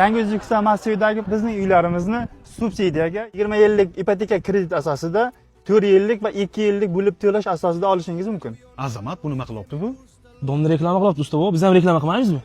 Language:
Uzbek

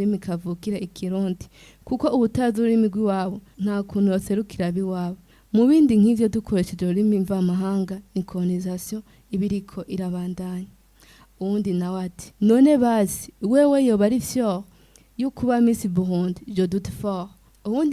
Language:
Rundi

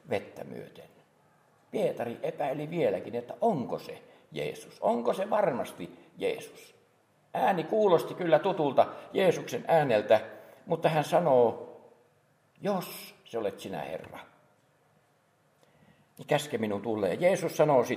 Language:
Finnish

